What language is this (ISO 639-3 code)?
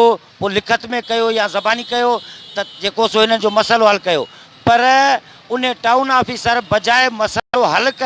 snd